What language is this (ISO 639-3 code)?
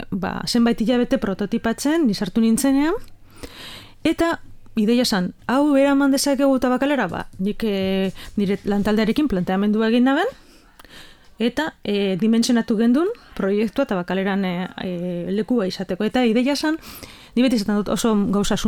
eus